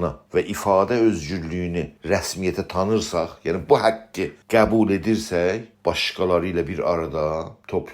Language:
South Azerbaijani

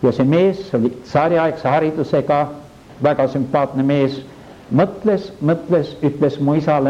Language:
Estonian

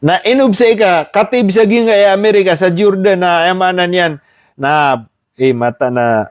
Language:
Maranao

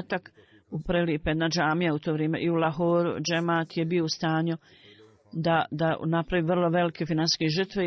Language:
Bosnian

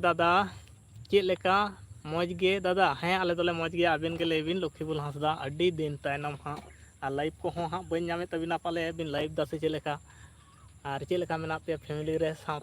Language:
Santali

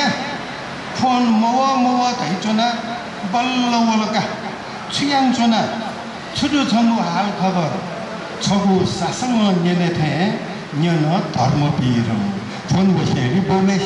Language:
Newari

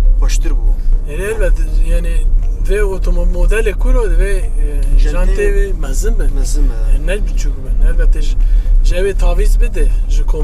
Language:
Kurdish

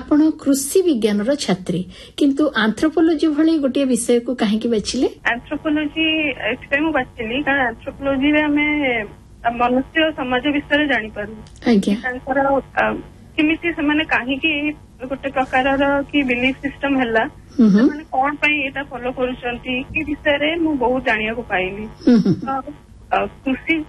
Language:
Odia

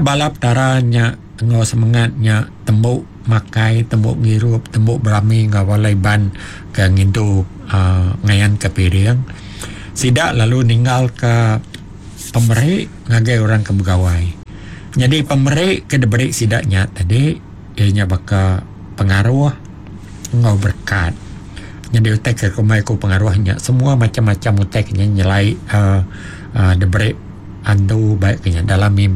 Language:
Iban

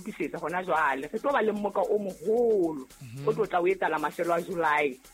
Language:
Southern Sotho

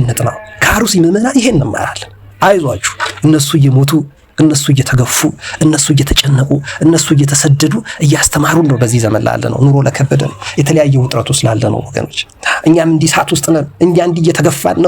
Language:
Amharic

